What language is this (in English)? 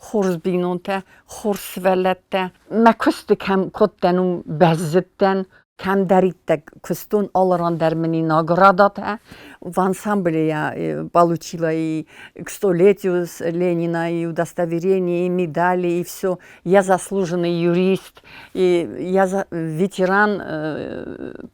Ossetic